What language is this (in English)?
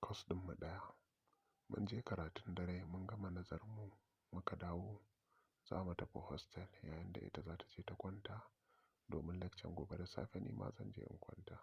Hausa